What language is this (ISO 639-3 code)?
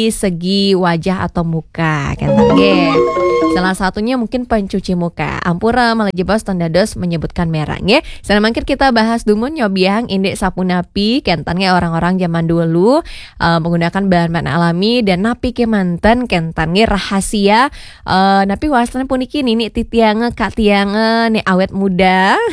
ban